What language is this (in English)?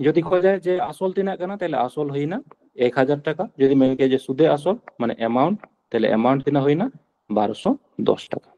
Santali